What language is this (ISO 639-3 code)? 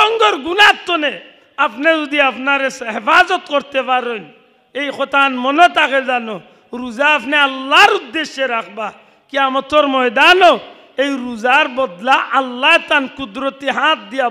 syl